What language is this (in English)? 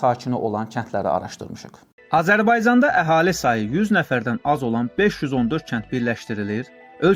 Azerbaijani